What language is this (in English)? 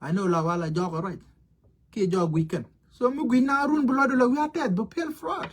Nuer